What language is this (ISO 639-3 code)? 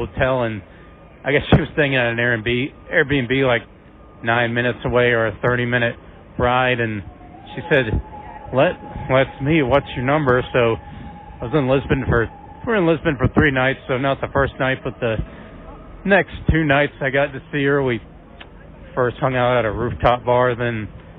eng